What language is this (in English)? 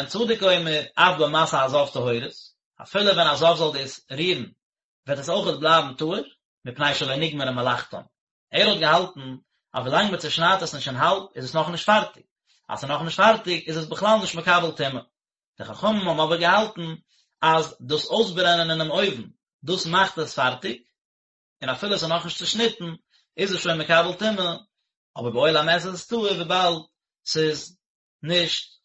Yiddish